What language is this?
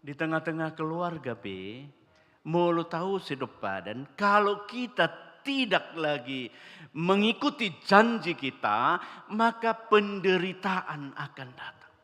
Batak Toba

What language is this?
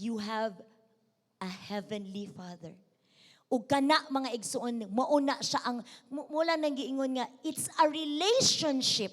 Cebuano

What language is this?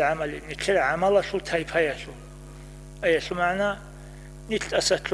Avaric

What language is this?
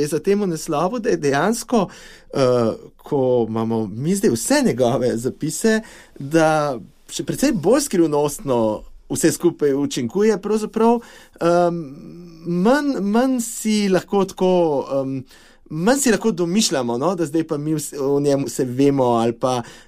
Slovenian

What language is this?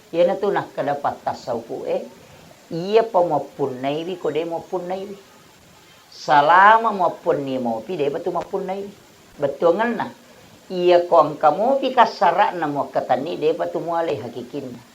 Buginese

